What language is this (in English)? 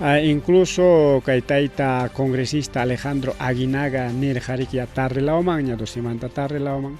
Ayacucho Quechua